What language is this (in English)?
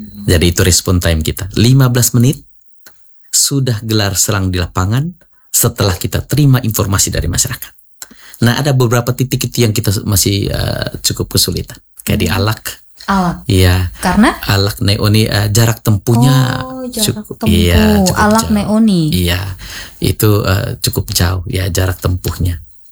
Indonesian